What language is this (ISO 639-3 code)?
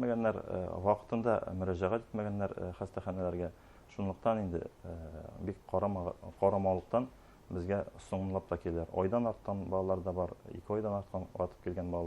bak